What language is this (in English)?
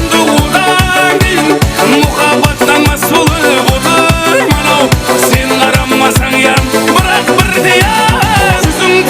Kara-Kalpak